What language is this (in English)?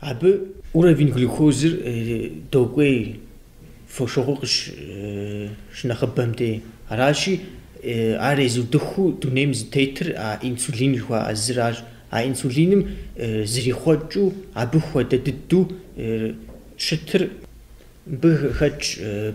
Kabardian